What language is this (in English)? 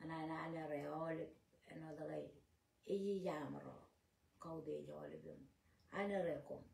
Marshallese